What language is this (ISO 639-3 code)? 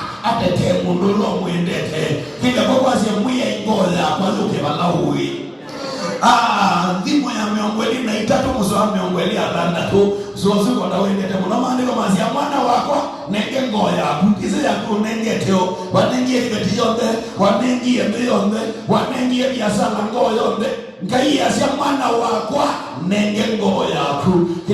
kam